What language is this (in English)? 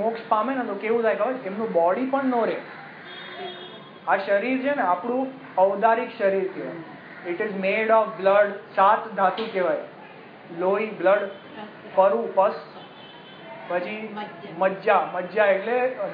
Gujarati